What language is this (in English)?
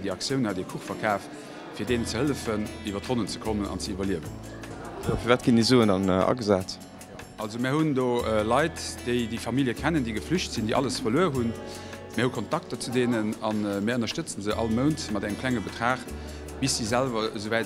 Luxembourgish